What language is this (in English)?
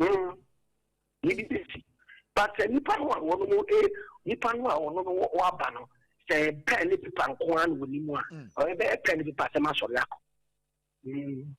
Akan